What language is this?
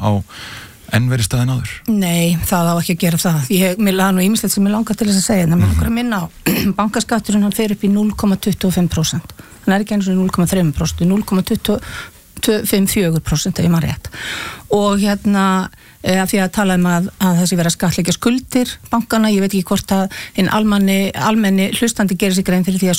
Icelandic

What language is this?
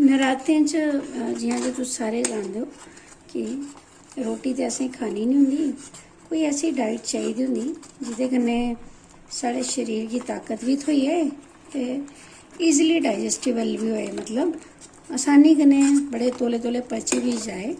Dogri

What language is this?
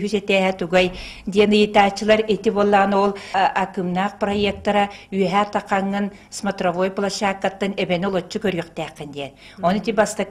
Yakut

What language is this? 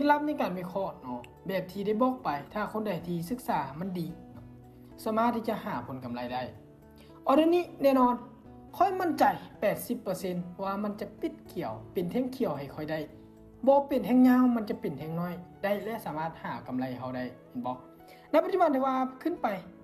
Lao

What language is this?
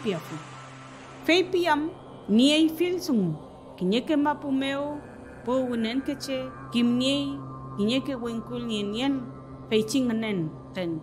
Mapuche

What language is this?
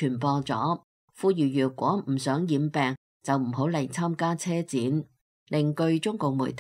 Cantonese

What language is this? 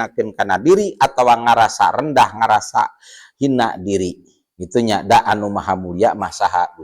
Sundanese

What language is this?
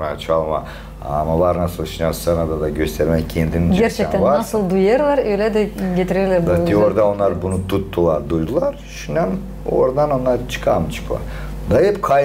Gagauz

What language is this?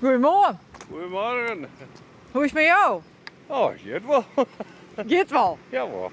Western Frisian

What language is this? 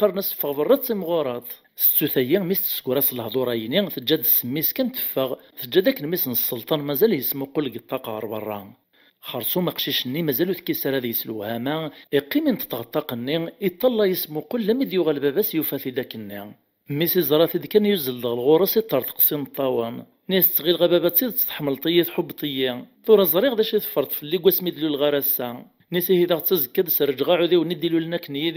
Kabyle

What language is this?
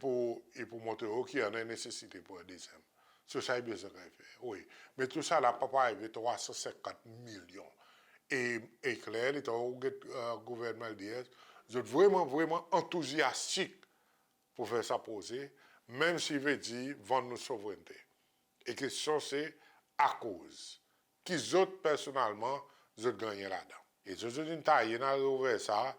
Seselwa Creole French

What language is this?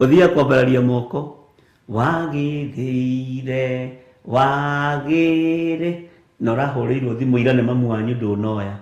Kikuyu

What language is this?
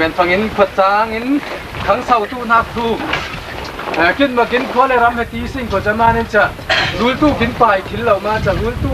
Falam Chin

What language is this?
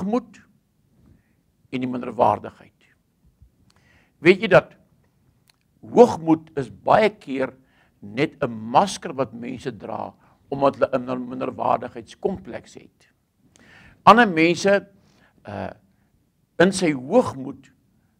Afrikaans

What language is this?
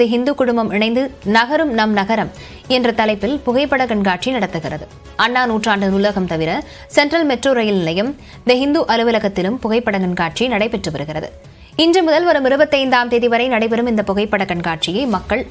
Tamil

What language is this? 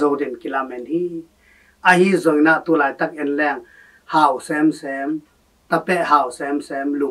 Tedim Chin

